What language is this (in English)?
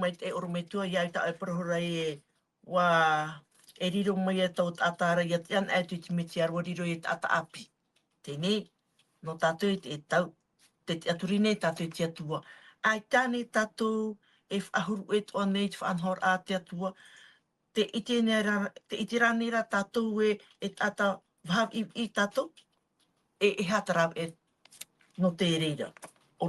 Tahitian